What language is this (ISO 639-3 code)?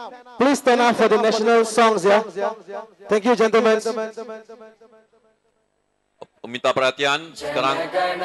pan